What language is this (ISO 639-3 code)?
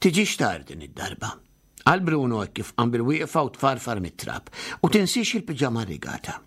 mlt